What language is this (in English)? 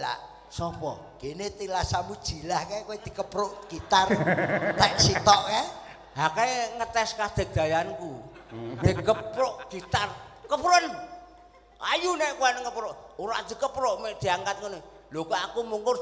Javanese